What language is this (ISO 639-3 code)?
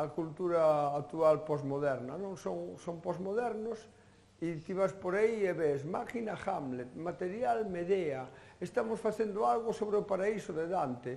glg